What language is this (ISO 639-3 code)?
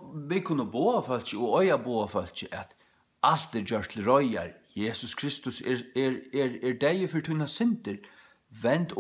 fao